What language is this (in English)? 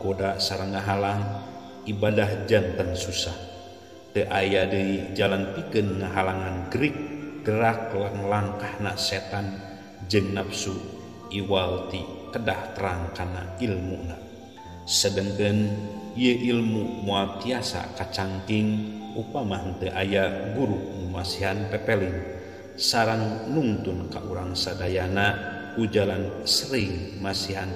Sundanese